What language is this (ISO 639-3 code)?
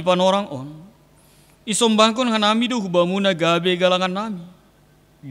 bts